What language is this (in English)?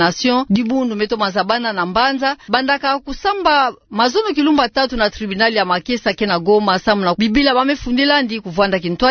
Kituba (Democratic Republic of Congo)